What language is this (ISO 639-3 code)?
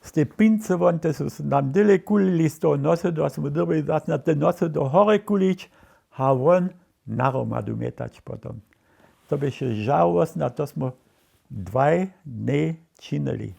hsb